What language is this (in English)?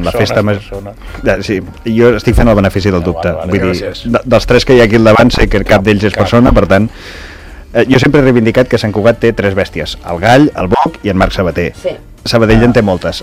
Catalan